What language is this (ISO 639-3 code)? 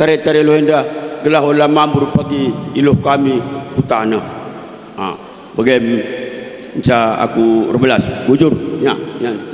btx